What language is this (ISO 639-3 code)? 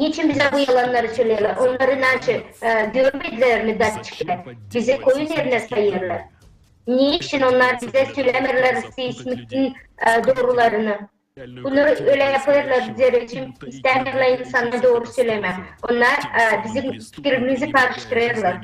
gag